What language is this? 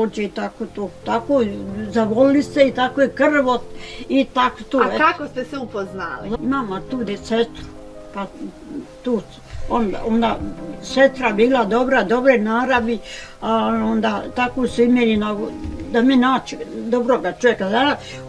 Bosnian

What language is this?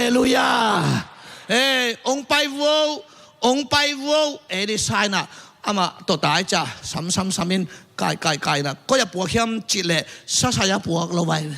Tedim Chin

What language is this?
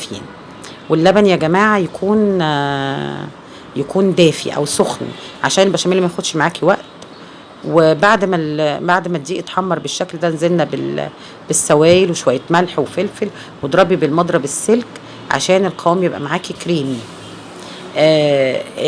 Egyptian Arabic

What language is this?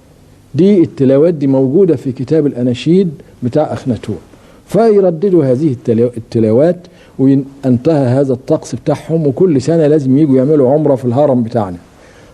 Egyptian Arabic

